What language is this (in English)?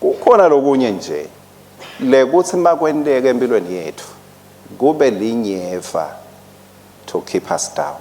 Swati